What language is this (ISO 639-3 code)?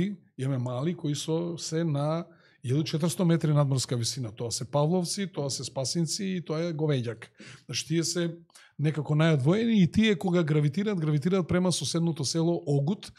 mkd